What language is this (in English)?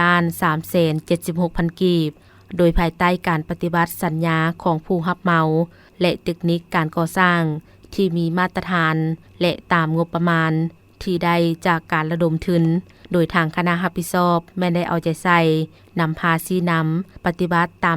Lao